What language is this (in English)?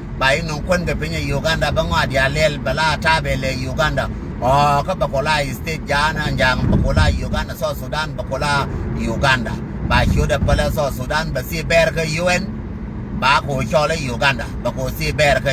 Nuer